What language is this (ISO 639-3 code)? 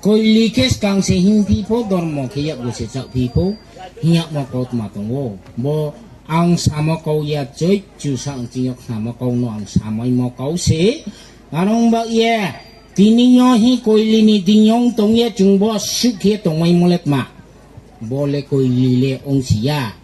ria